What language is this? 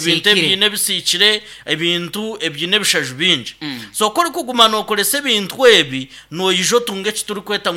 Nyankole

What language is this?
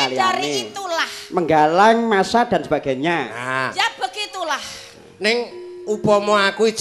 Javanese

